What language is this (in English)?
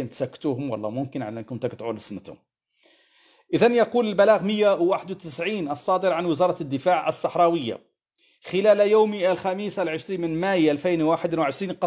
Arabic